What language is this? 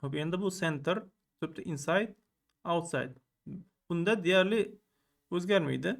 Uzbek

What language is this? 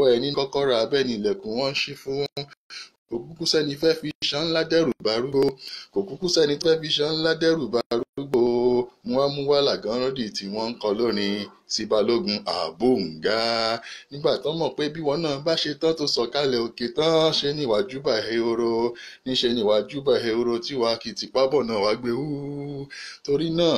Yoruba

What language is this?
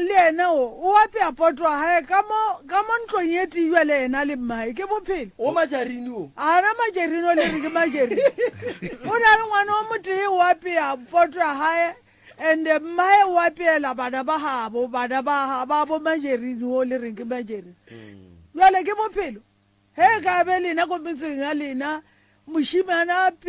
Northern Sotho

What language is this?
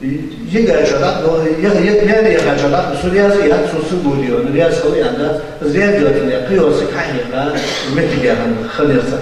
Ingush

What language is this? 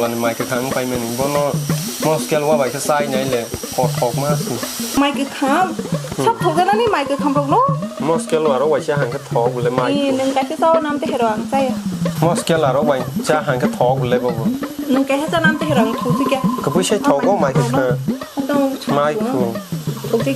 Kok Borok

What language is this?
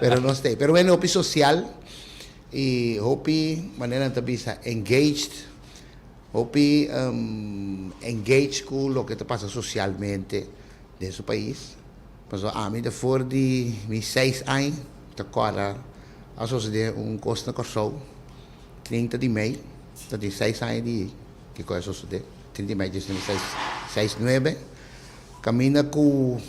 Papiamento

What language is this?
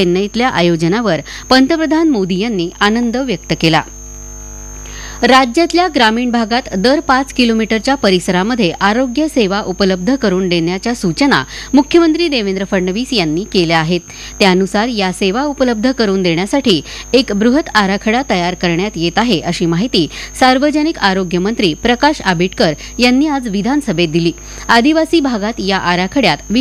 Marathi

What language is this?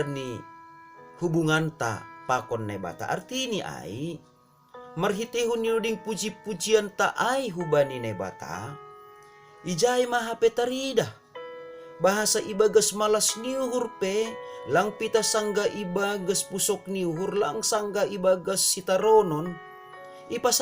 Batak Simalungun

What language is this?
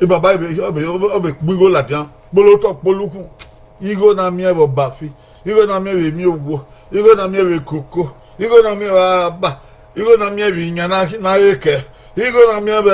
Bini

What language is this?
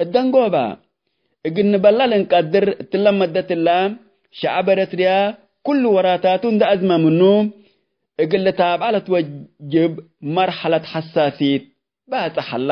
Tigre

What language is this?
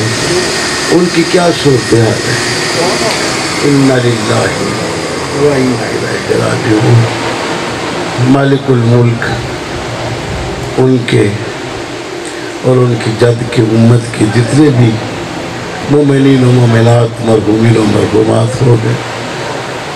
Urdu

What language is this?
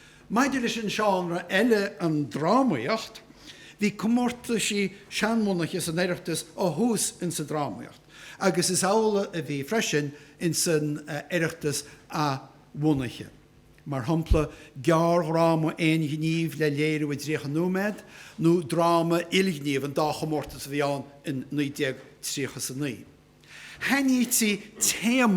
Irish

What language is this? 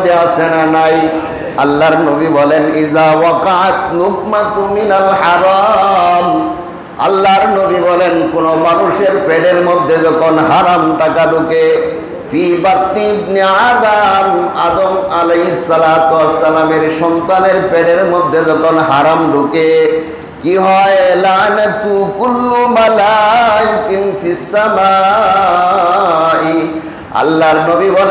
Bangla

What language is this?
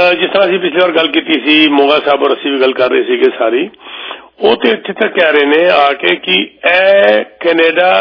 Punjabi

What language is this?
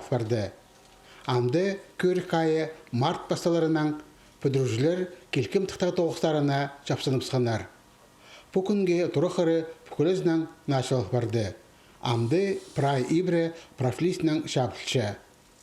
Khakas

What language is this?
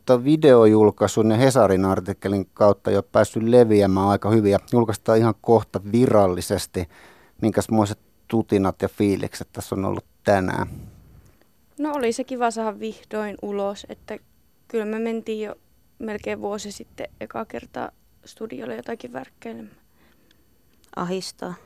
Finnish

